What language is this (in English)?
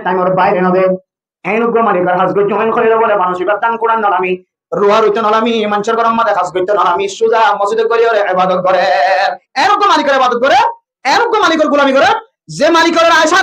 Rohingya